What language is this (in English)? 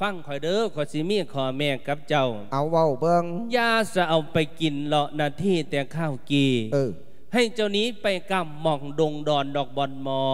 Lao